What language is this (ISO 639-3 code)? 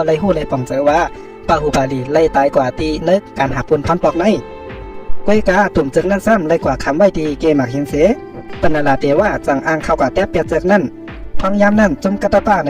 shn